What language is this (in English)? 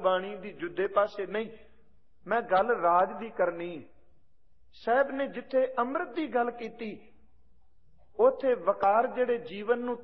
Punjabi